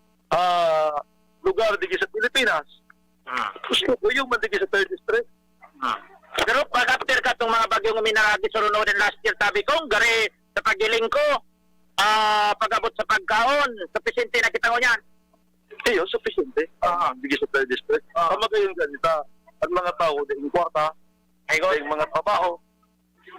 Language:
Bikol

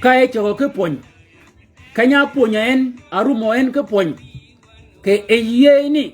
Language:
Shilluk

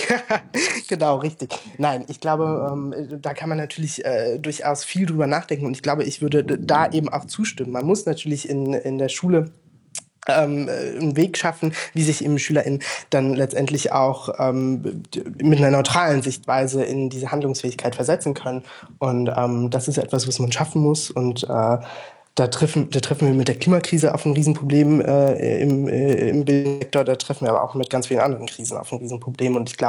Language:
German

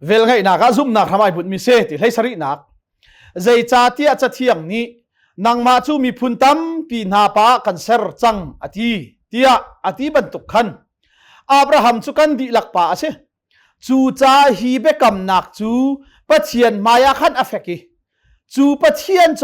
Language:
Hakha Chin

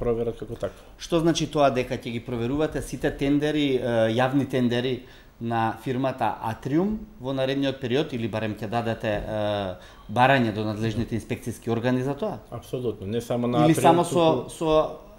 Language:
Macedonian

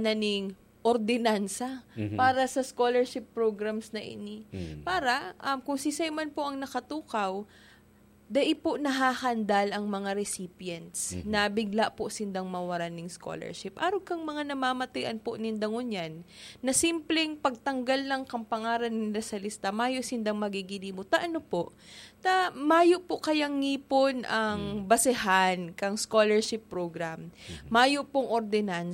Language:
Bikol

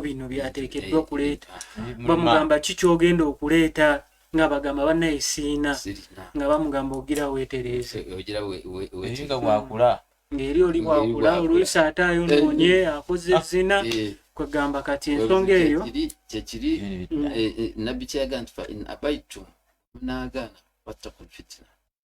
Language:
Ganda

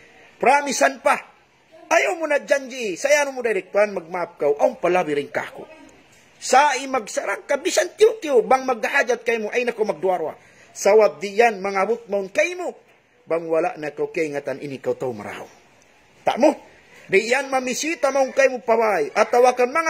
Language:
Tausug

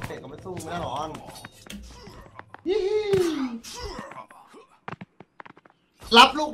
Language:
Thai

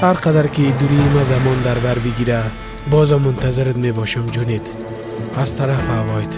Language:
Persian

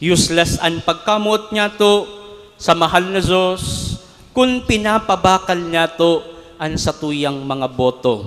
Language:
Bikol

